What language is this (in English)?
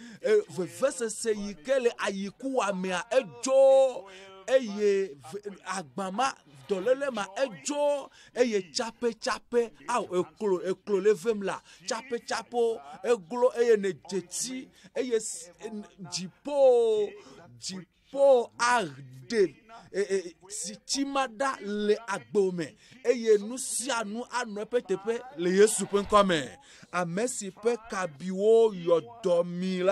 Ewe